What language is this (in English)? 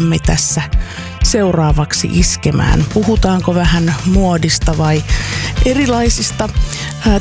Finnish